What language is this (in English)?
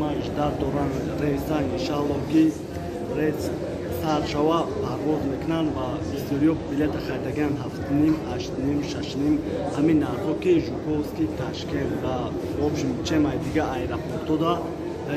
Tajik